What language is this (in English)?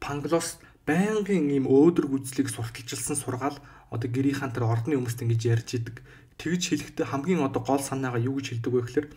Mongolian